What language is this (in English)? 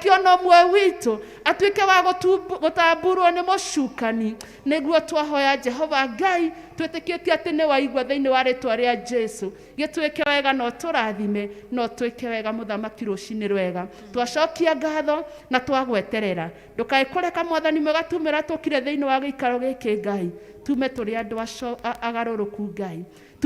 Kikuyu